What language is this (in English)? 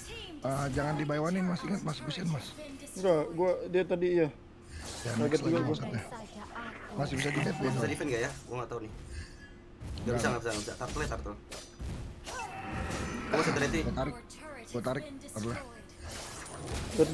Indonesian